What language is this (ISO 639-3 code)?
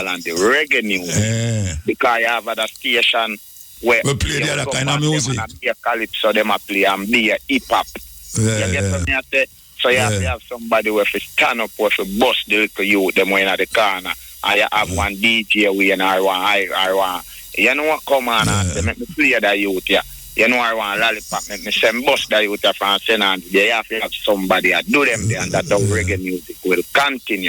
jam